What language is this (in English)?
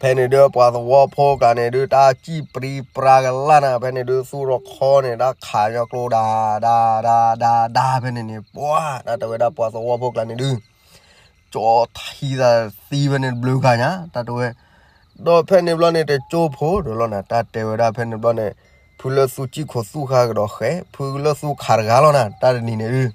S'gaw Karen